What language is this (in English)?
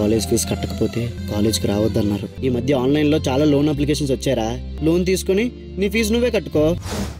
Telugu